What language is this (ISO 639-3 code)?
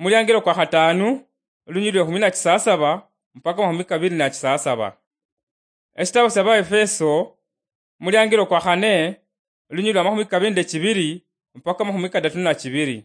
luy